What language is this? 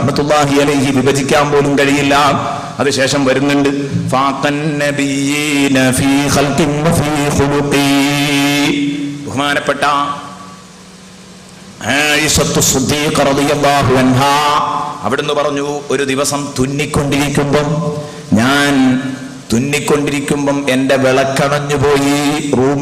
Malayalam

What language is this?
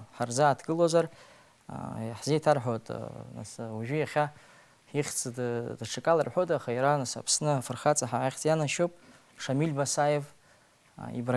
Abkhazian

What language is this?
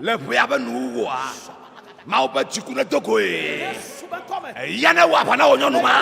Ewe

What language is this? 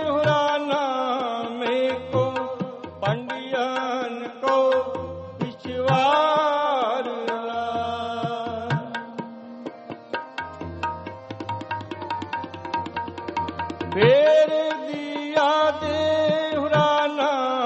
Punjabi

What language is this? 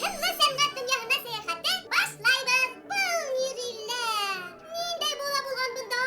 Bashkir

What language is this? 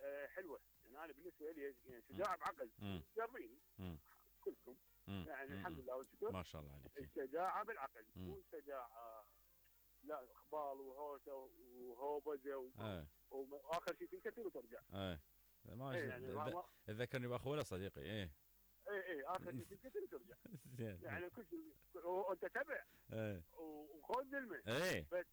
Mesopotamian Arabic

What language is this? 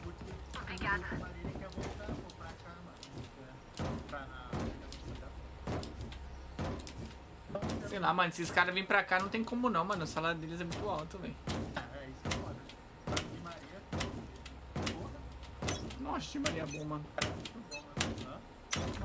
Portuguese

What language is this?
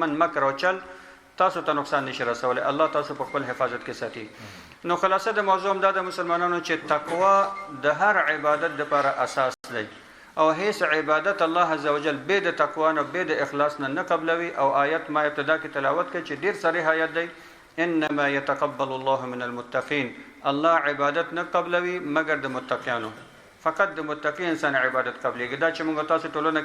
Pashto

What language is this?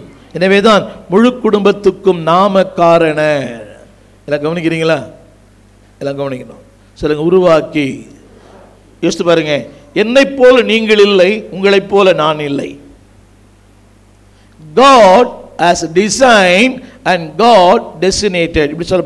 Tamil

